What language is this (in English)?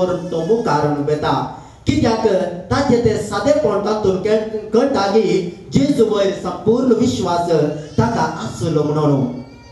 Konkani